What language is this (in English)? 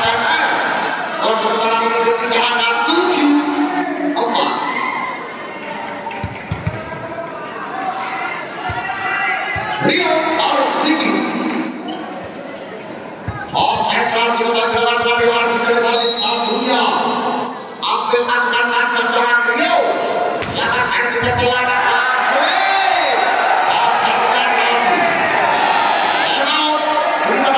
Indonesian